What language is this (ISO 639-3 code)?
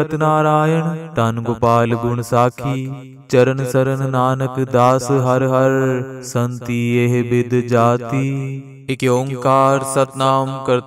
pan